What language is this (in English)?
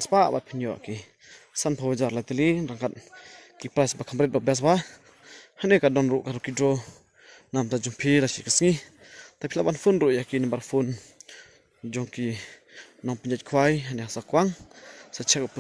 Khasi